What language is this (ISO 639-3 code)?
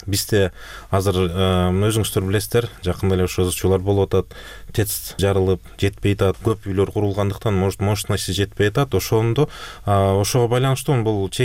kir